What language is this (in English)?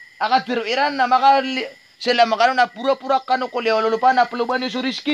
Maranao